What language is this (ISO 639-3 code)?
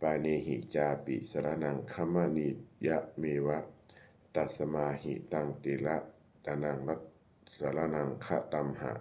pli